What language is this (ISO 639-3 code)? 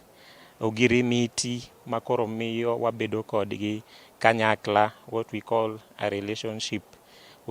luo